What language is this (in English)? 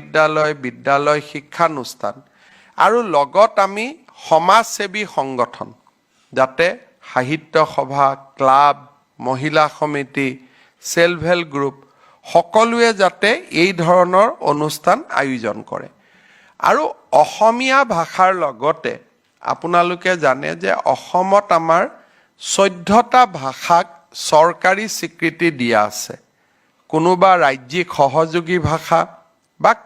Assamese